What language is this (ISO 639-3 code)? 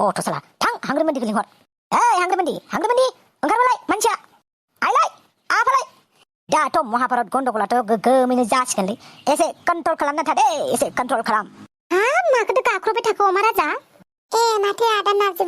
brx